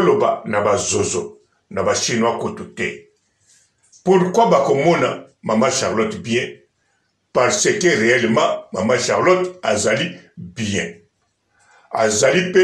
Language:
Lingala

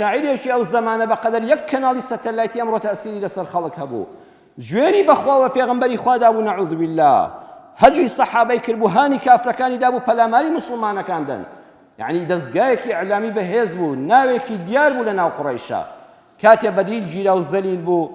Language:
Central Kurdish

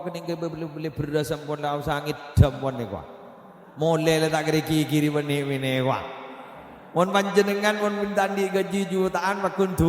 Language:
Madurese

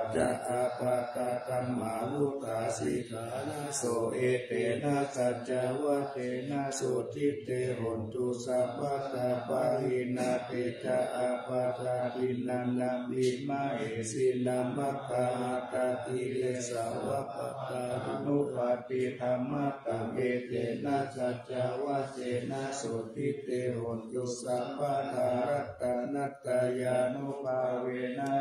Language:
Pali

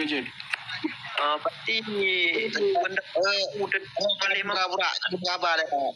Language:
Achinese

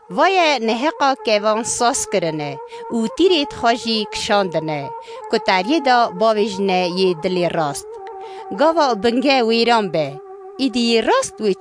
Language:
Kurdish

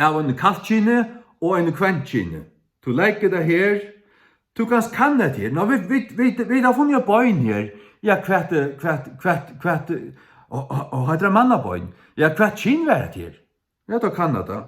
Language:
Faroese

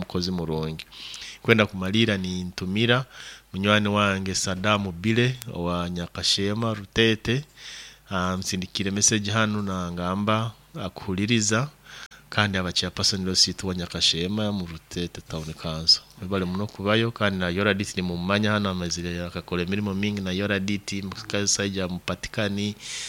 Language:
Nyoro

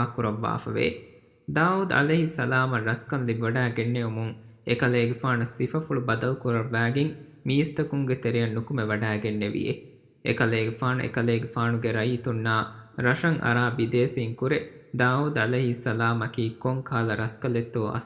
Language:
Divehi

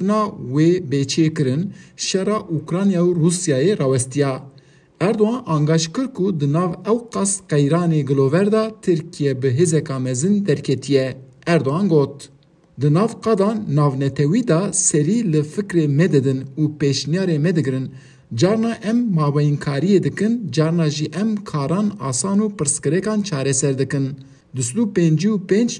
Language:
Kurdish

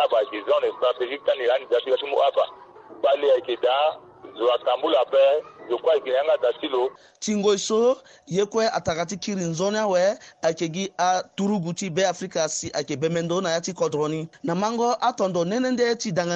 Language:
Sango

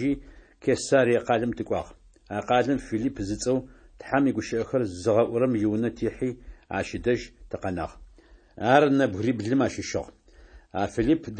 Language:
Adyghe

